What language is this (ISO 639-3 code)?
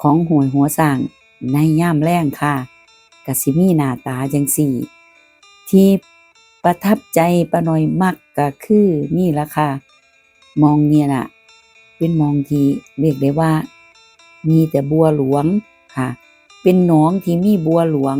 tts